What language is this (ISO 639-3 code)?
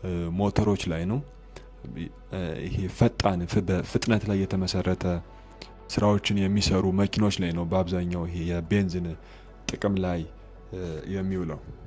amh